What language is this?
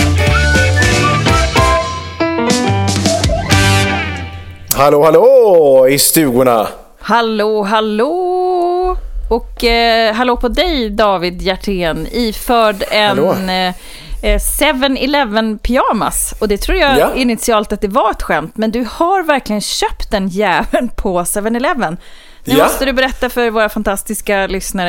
Swedish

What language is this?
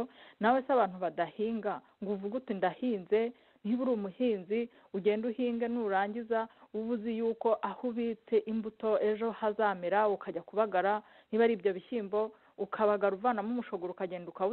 Kinyarwanda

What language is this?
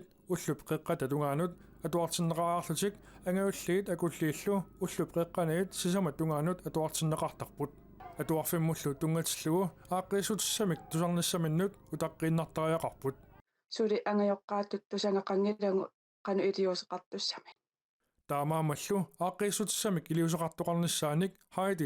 Kalaallisut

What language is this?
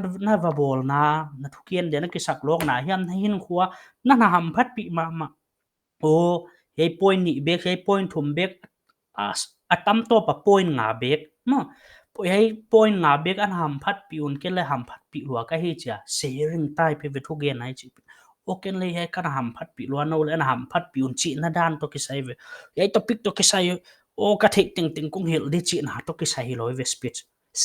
Paite Chin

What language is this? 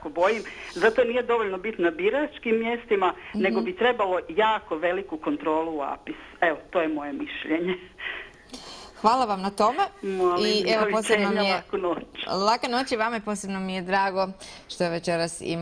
Croatian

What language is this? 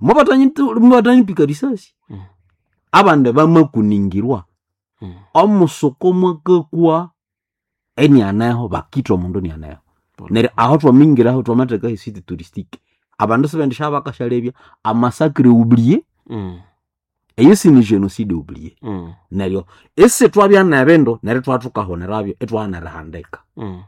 Nande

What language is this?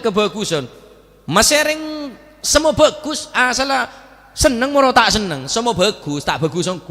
Madurese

